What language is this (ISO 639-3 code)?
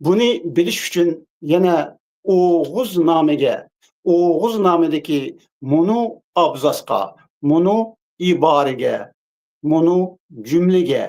uig